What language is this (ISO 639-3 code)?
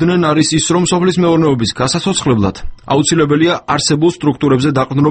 kat